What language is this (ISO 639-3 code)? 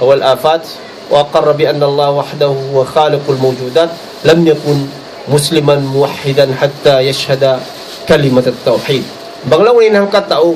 tsg